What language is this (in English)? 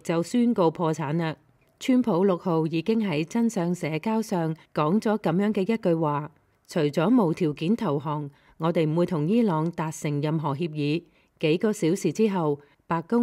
Cantonese